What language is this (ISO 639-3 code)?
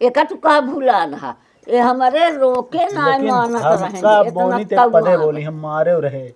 awa